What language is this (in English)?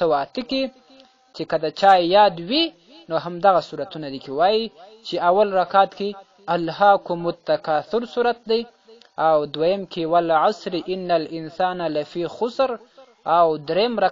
Pashto